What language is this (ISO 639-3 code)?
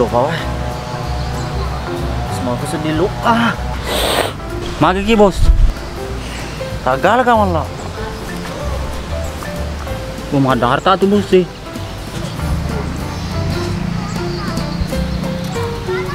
msa